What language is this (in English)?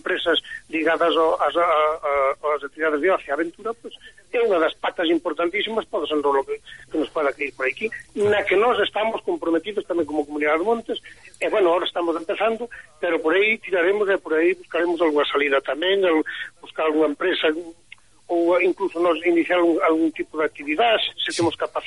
Galician